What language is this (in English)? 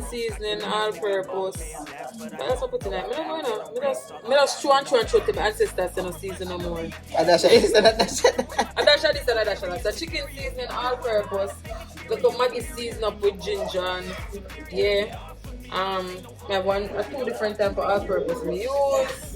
Jamaican Creole English